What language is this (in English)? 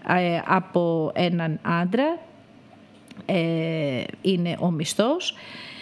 Greek